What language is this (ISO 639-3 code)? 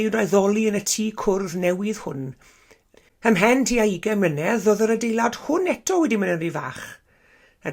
cym